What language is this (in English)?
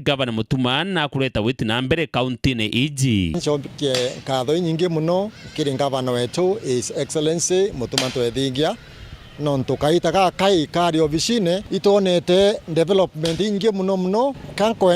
Meru